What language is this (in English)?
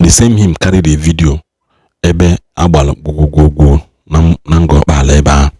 Igbo